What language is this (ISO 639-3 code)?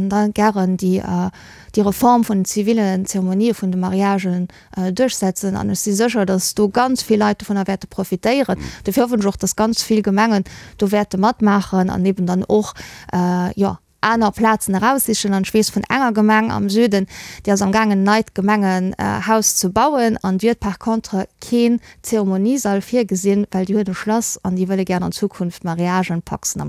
ltz